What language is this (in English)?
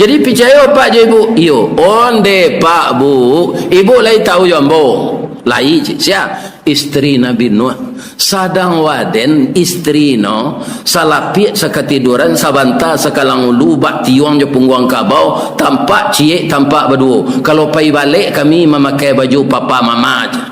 Minangkabau